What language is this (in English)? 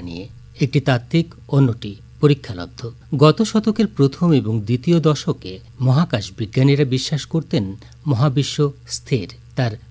Bangla